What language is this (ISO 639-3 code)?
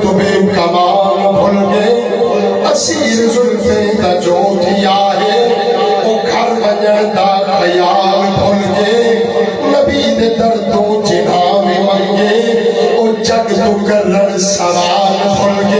skr